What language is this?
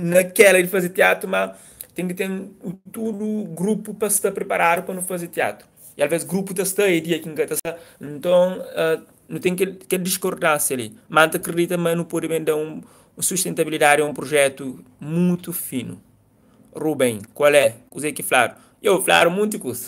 Kabuverdianu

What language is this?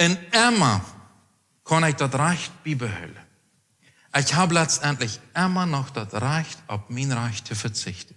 Plautdietsch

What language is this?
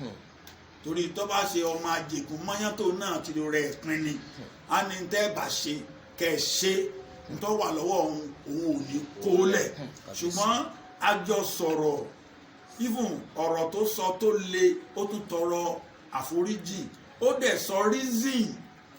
Yoruba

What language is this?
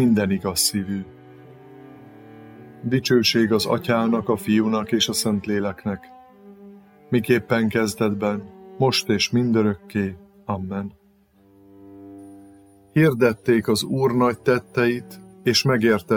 Hungarian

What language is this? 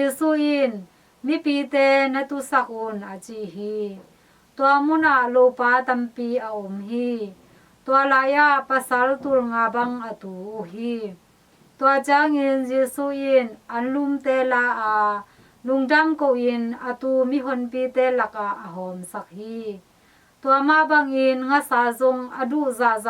Tedim Chin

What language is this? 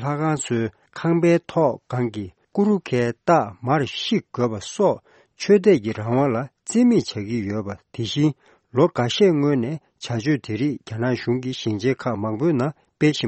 Tibetan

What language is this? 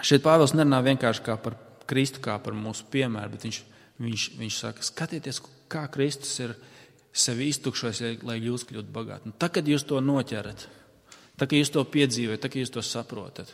Latvian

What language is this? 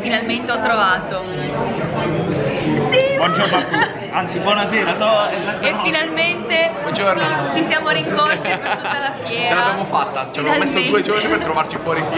Italian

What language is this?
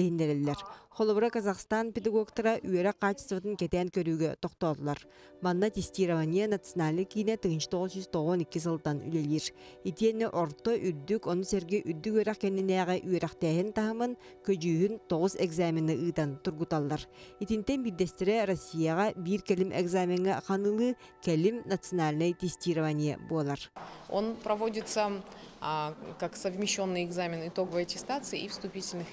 Yakut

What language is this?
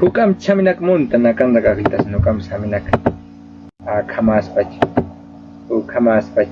Aymara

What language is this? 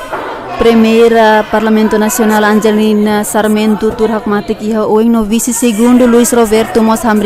Tetum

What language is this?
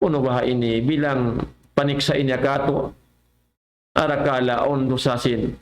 Tausug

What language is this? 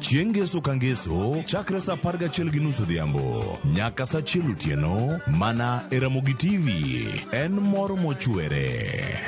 Luo (Kenya and Tanzania)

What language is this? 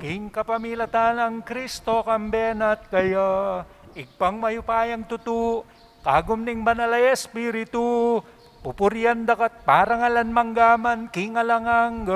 Pampanga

